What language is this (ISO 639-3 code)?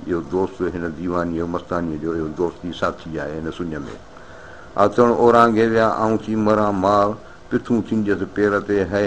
snd